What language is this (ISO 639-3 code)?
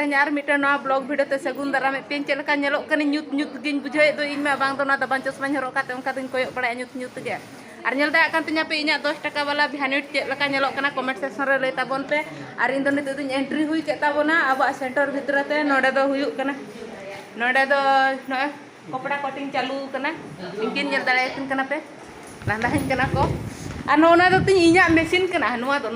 sat